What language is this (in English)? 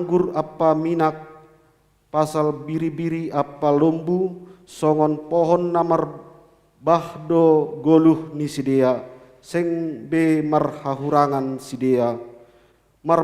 Batak Simalungun